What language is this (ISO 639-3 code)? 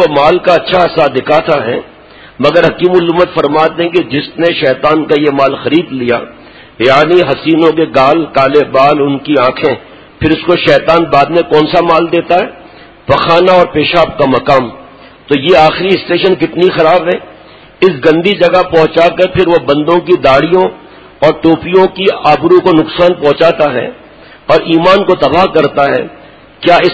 urd